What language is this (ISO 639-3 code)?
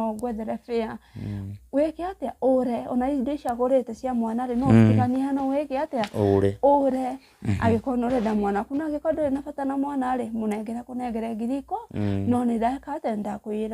kik